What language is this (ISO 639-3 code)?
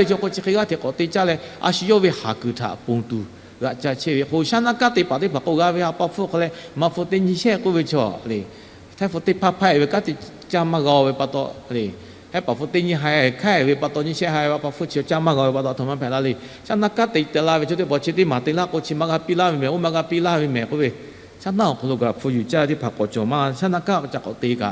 lhu